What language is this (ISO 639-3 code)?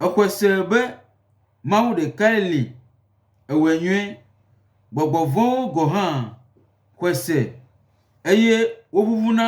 gej